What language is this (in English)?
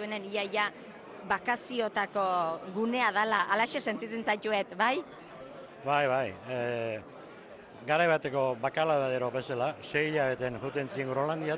Basque